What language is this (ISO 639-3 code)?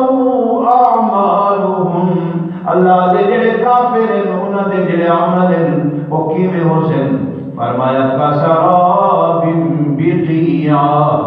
skr